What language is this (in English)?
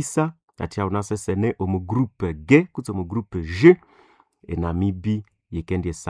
Nande